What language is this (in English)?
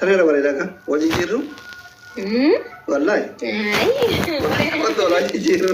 Oromo